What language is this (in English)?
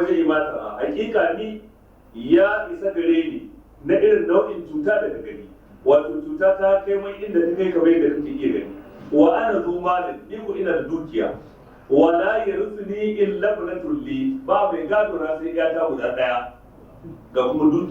Hausa